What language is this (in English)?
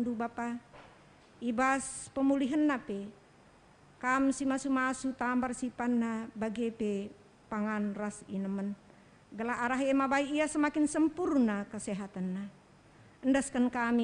Batak Karo